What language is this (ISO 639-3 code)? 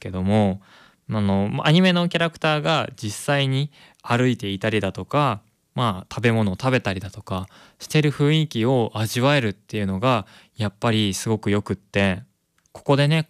jpn